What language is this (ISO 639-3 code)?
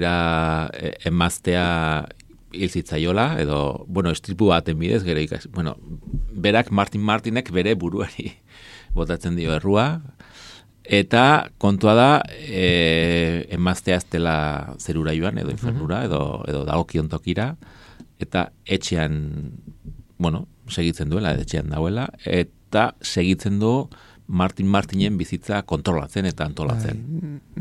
eus